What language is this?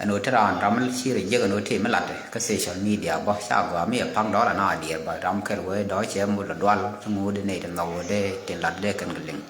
Nuer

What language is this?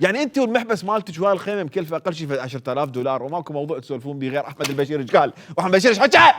Mesopotamian Arabic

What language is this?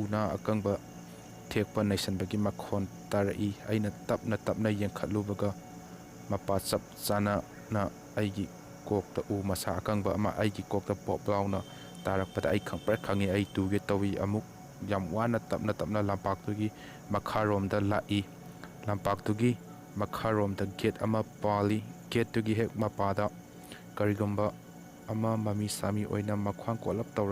Manipuri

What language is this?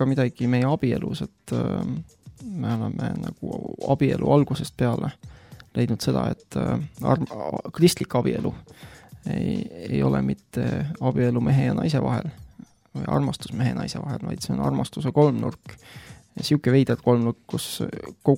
Estonian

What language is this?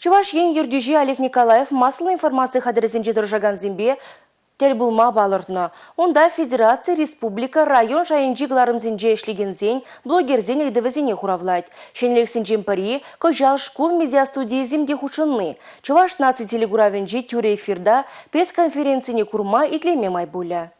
Chuvash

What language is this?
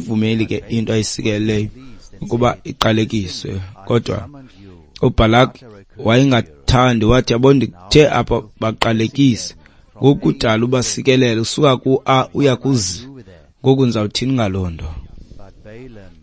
Xhosa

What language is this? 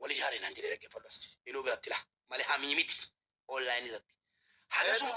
Oromo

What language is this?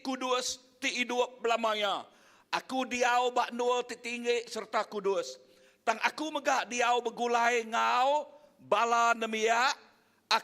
Iban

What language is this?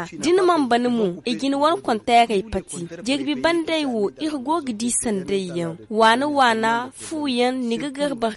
Zarma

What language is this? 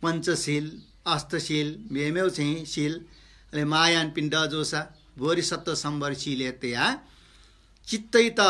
Newari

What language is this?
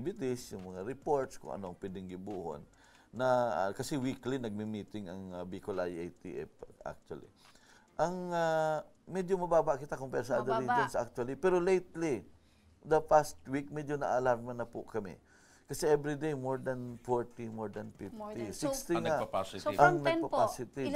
Bikol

